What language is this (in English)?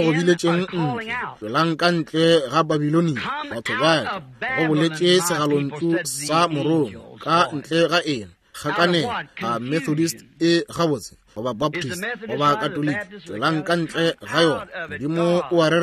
Northern Sotho